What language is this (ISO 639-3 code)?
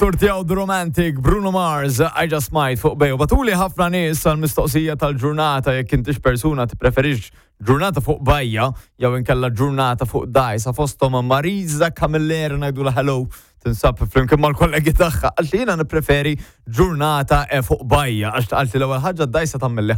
mlt